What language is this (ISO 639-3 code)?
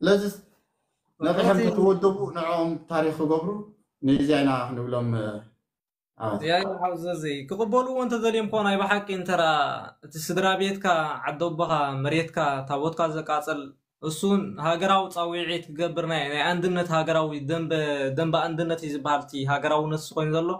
tir